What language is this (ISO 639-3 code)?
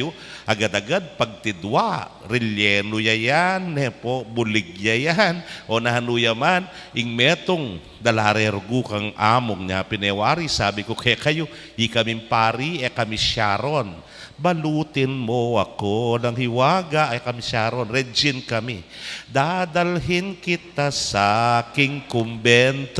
pam